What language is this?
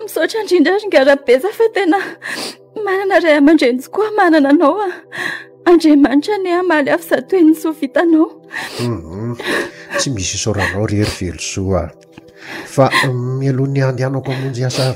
Malagasy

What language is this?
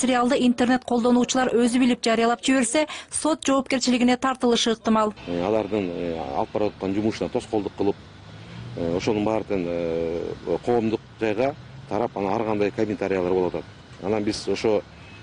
Kyrgyz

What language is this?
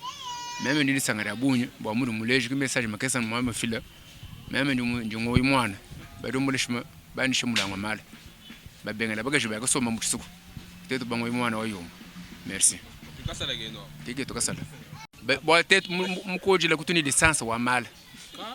Luba-Lulua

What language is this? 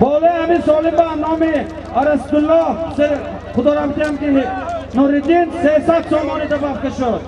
Tajik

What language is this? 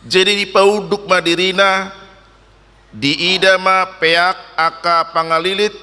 Batak Toba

